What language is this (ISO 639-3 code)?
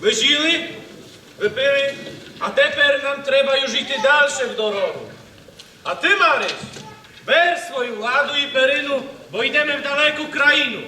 rue